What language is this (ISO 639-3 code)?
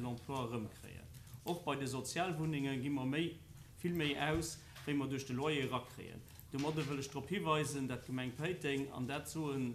ltz